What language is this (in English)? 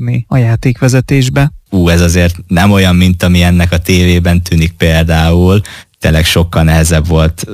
Hungarian